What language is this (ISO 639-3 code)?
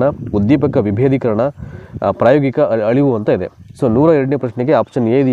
kan